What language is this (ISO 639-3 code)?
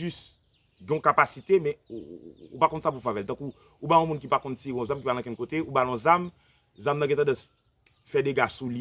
hat